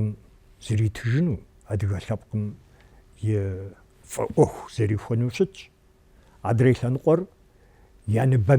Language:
Kabardian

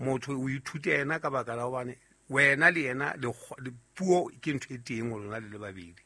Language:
Southern Sotho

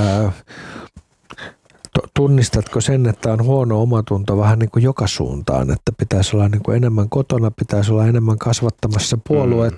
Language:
Finnish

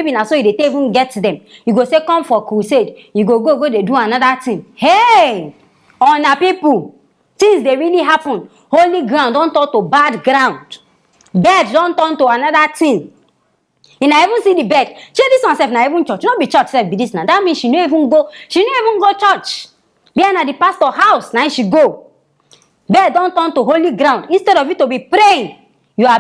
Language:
Nigerian Pidgin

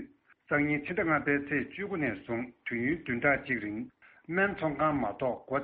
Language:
Tibetan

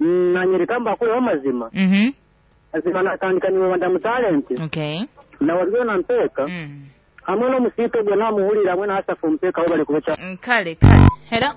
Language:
Nyoro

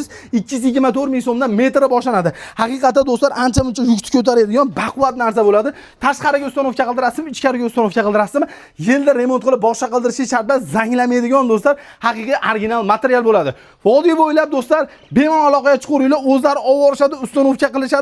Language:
Uzbek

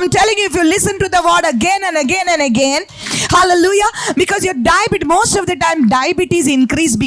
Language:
Konkani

